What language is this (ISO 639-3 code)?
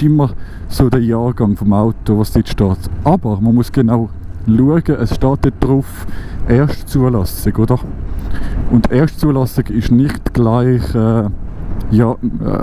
gsw